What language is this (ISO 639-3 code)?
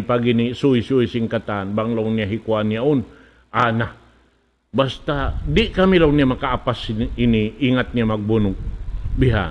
tsg